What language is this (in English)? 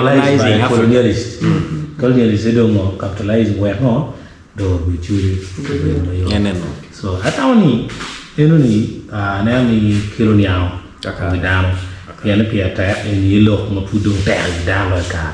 Acoli